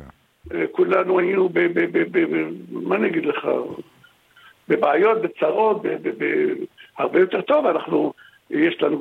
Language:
Hebrew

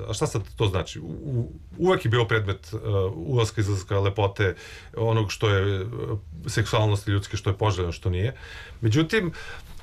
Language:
Serbian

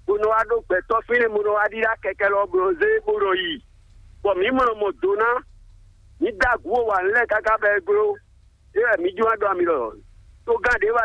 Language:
Fon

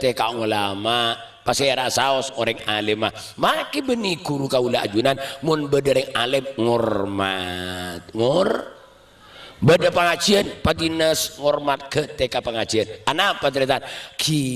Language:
Madurese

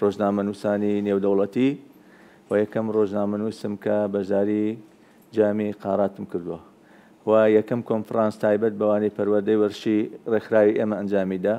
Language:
Central Kurdish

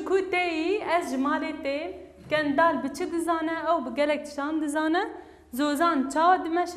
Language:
Kurdish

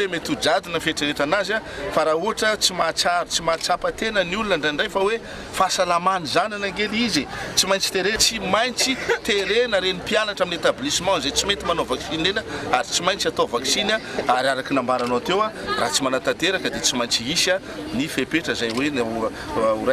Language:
Malagasy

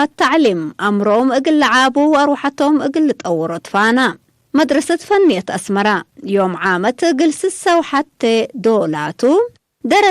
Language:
Tigre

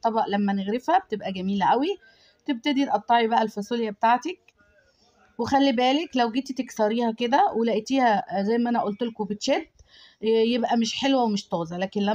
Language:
Egyptian Arabic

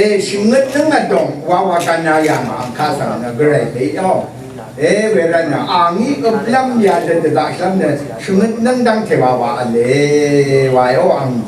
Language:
Rawang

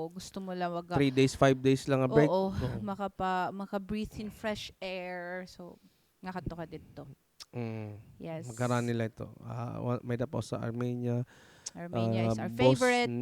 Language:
Waray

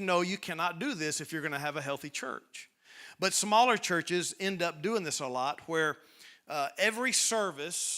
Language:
English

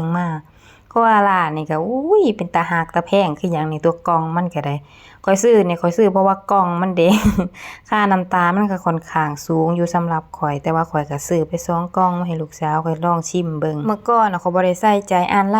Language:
Northeastern Thai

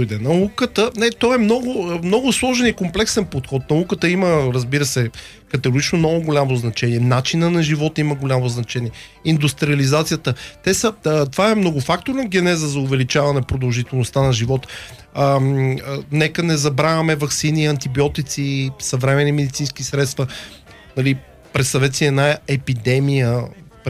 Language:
Bulgarian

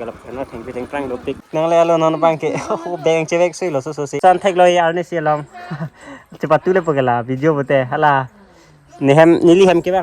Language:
Karbi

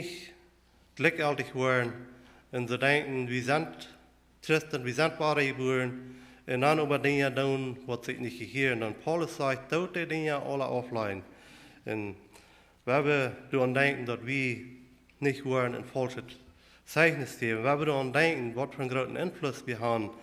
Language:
Plautdietsch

